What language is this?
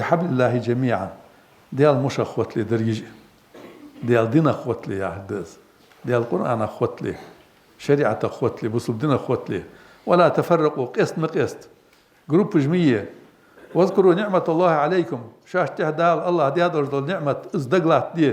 Ingush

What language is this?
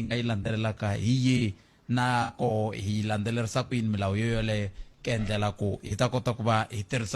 Tsonga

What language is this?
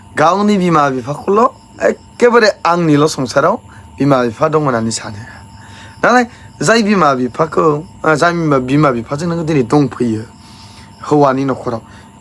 Bodo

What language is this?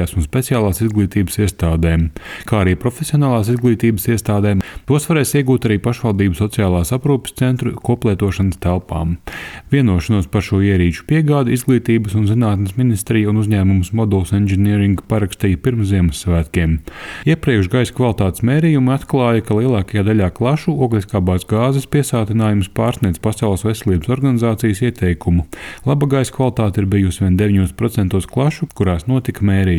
Latvian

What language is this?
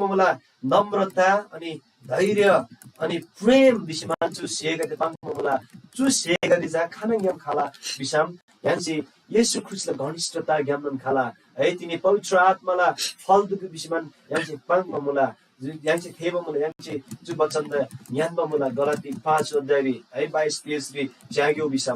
Eastern Tamang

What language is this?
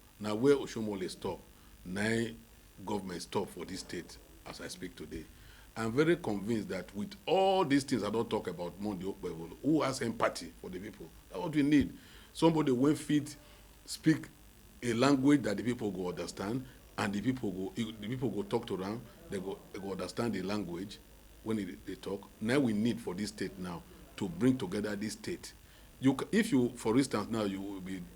Nigerian Pidgin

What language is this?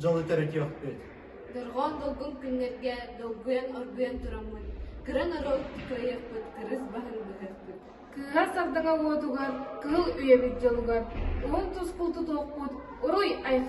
Yakut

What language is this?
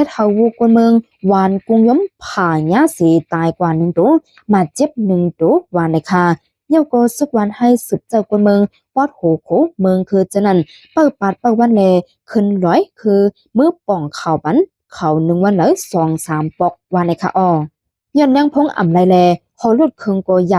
Shan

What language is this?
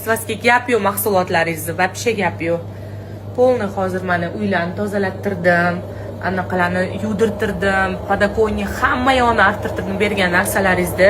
Uzbek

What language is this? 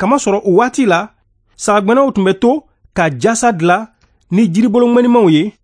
Bambara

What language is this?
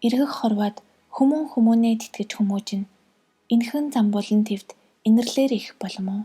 Mongolian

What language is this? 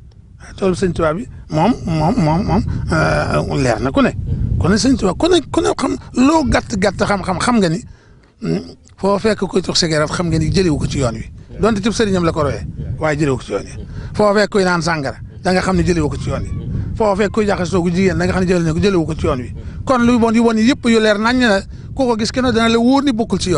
Wolof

